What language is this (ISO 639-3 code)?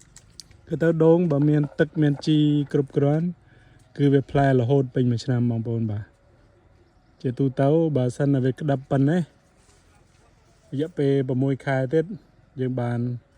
khm